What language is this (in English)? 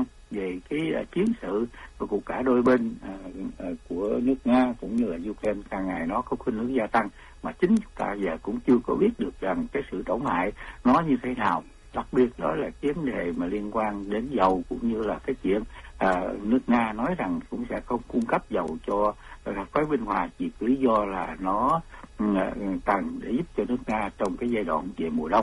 Vietnamese